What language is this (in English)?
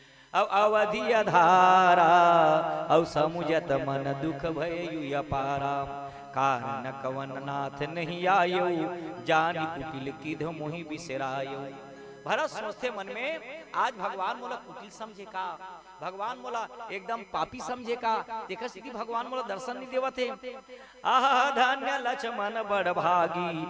Chhattisgarhi